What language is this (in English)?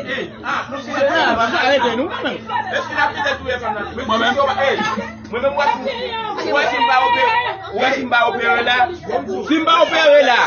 Haitian Creole